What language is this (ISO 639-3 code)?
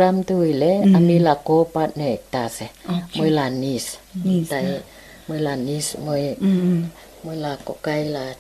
nag